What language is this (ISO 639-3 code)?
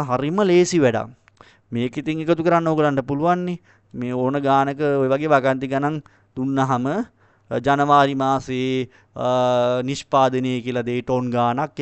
sin